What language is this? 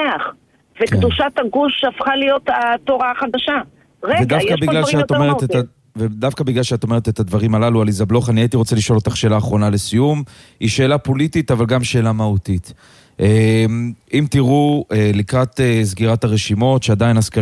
Hebrew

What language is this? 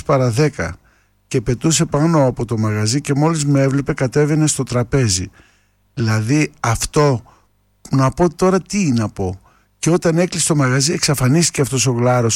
Greek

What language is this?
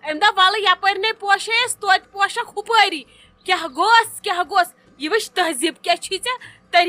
Kashmiri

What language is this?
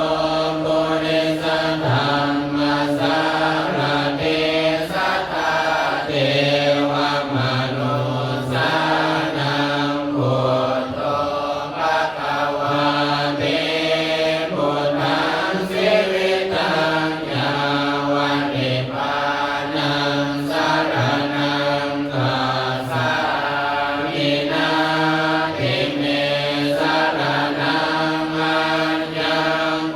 Pali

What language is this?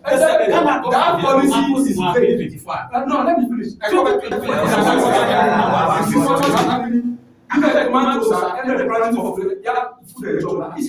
Ewe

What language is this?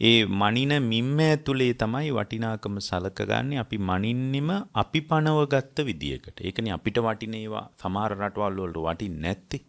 Sinhala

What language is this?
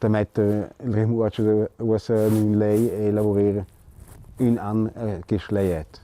Romansh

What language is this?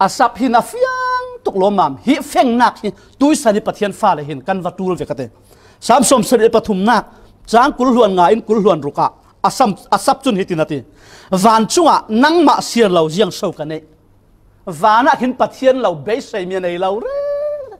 Falam Chin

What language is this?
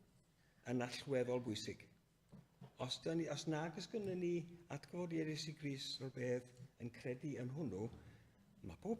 Welsh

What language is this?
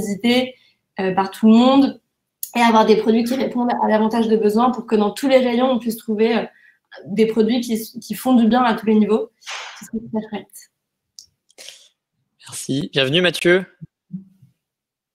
French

